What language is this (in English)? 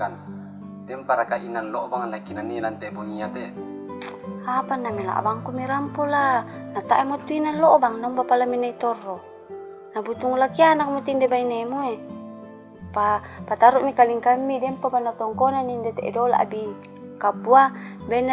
Toraja-Sa'dan